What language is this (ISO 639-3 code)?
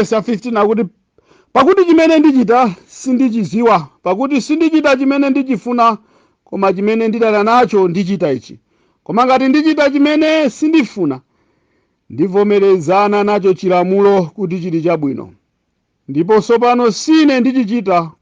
nya